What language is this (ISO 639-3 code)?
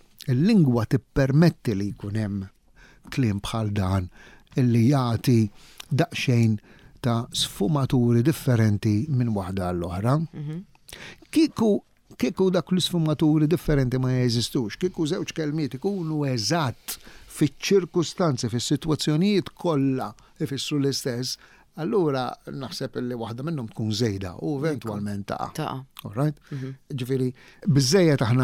mlt